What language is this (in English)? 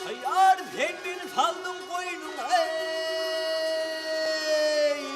Turkmen